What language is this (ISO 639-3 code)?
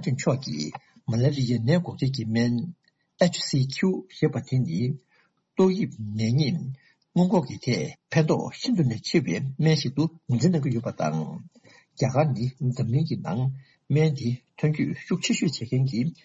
bod